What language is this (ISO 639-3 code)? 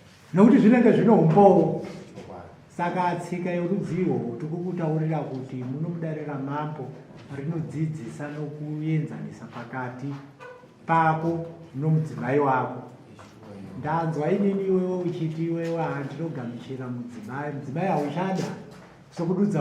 sna